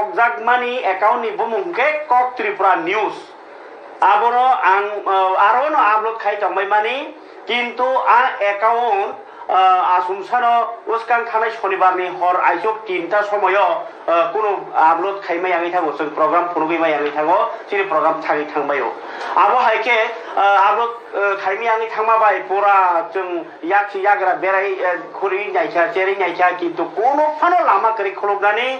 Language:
Kok Borok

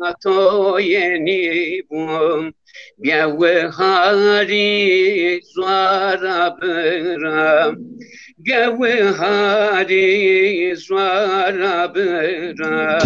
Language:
Zaza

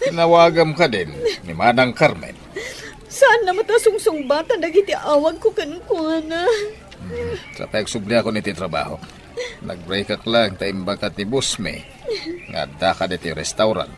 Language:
Iloko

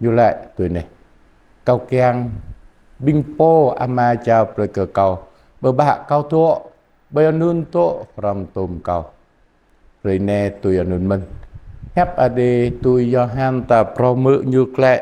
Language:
Jarai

